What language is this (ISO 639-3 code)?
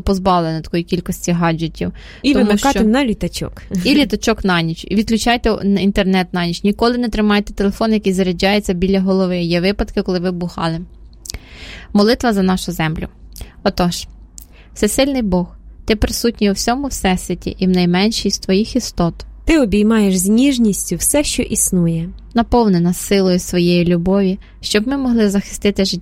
ukr